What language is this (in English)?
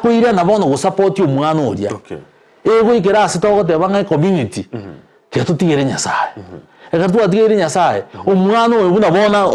Gusii